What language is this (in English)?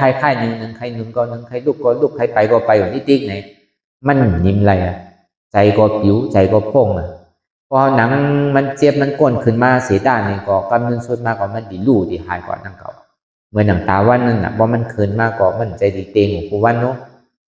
Shan